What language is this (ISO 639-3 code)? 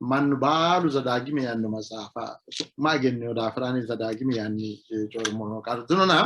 sid